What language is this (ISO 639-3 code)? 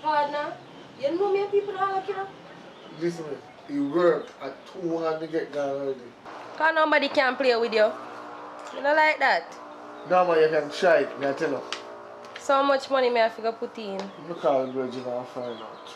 jam